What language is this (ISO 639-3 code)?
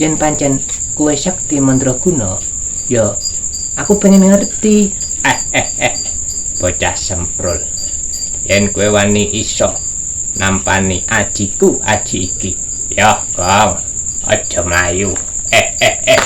jav